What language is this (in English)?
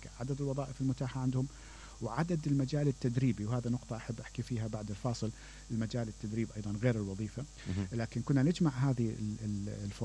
Mesopotamian Arabic